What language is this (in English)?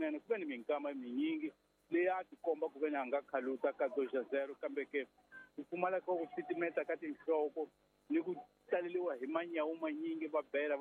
Tsonga